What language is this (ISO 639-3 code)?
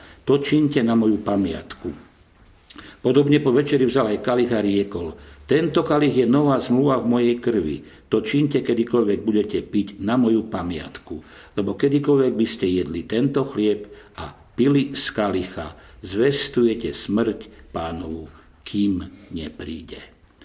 slk